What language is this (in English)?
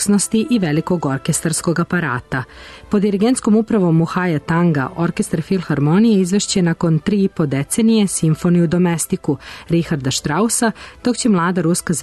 Serbian